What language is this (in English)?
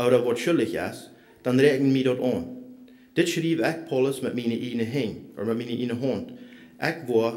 Plautdietsch